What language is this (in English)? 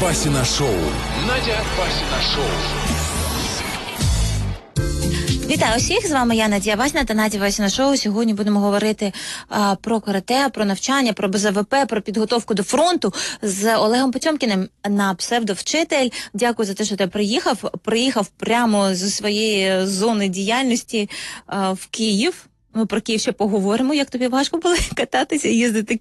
Ukrainian